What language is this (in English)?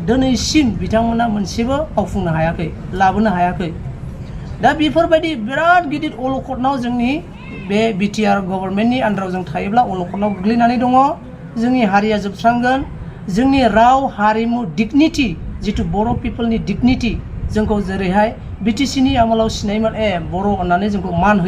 Bodo